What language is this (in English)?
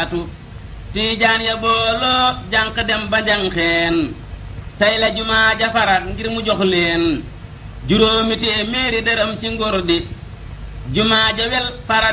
Wolof